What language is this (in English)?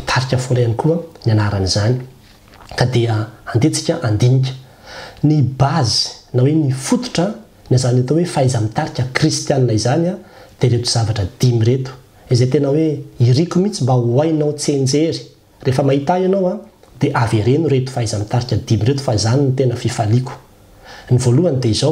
Malagasy